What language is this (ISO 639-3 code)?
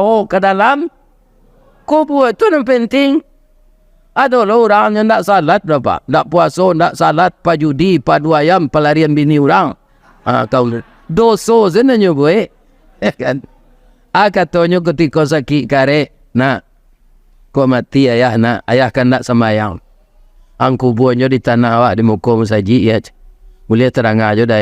min